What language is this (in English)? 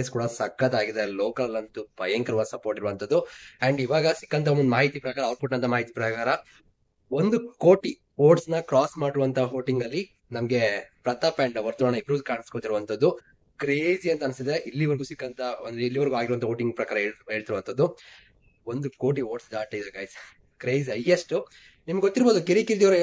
Kannada